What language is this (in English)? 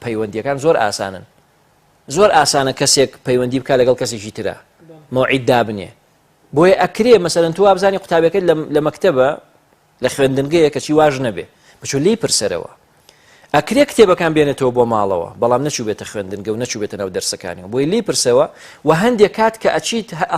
Central Kurdish